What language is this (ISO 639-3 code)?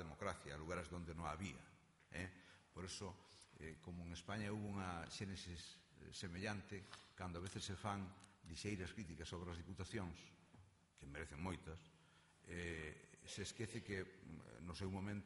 glg